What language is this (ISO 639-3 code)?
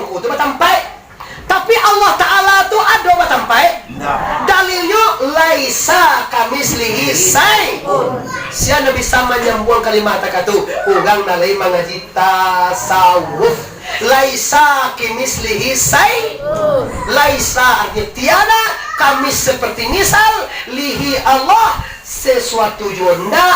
min